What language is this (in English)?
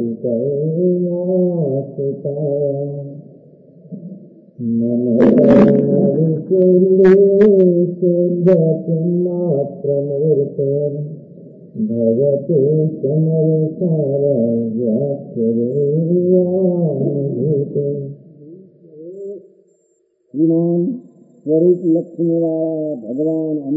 Gujarati